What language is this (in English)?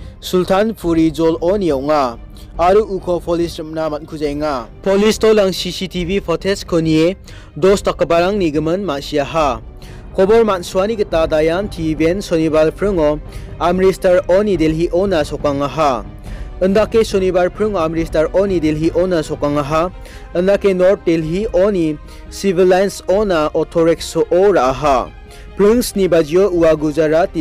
Garo